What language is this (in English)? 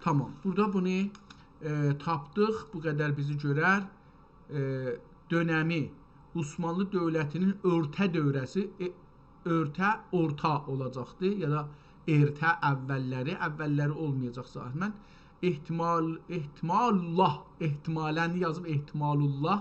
South Azerbaijani